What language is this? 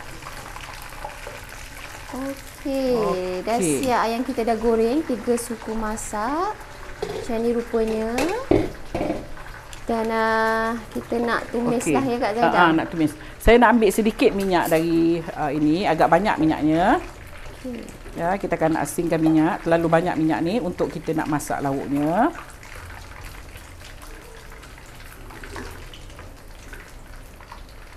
Malay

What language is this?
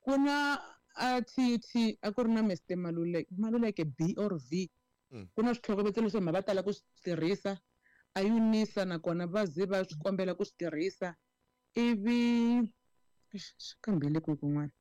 Tsonga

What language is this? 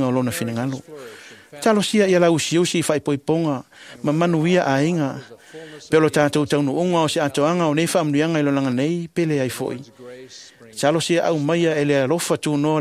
Samoan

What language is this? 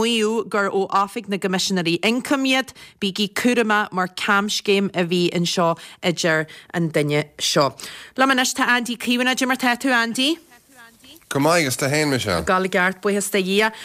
Irish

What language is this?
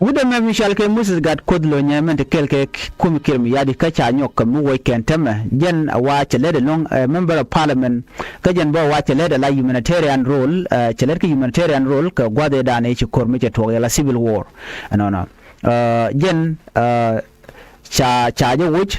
Nuer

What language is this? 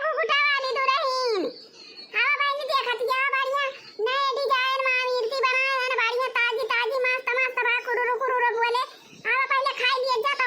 Awadhi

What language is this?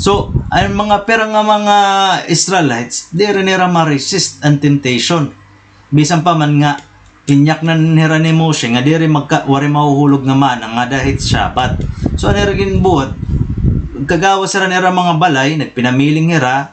Waray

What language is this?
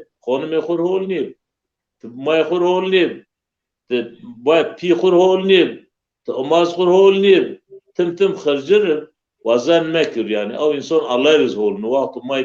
Zaza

